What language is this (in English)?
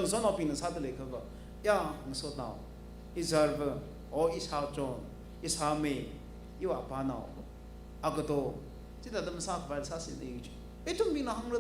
Tangkhul Naga (India)